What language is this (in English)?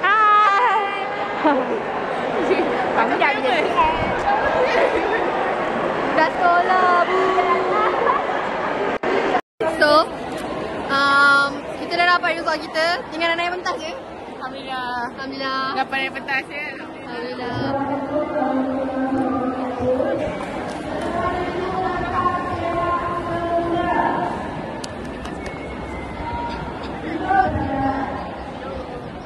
Malay